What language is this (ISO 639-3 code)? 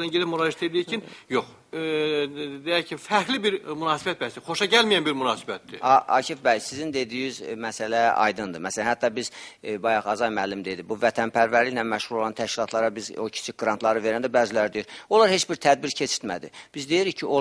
aze